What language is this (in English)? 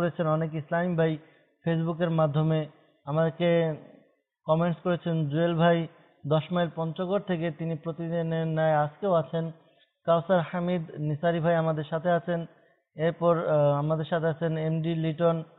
Bangla